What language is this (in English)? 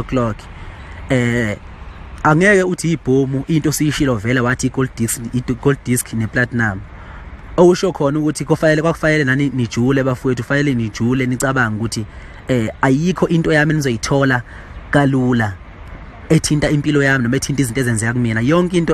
Zulu